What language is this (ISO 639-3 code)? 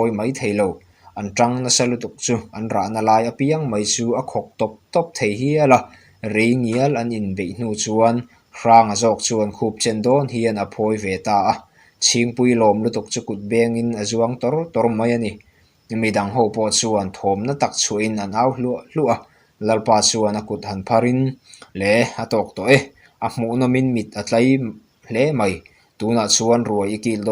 lus